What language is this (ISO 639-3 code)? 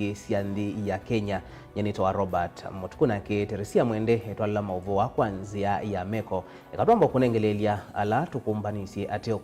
kam